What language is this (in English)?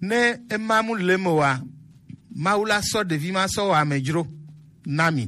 Gen